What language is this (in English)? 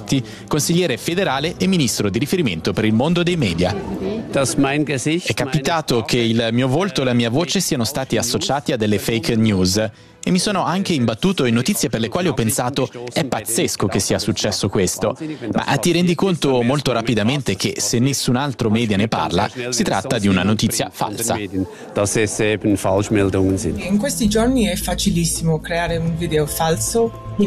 Italian